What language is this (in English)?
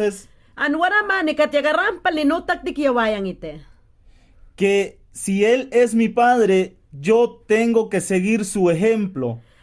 Mayangna